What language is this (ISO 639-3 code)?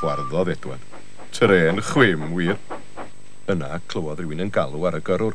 cym